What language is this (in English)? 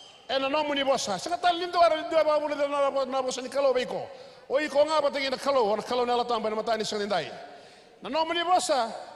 Fijian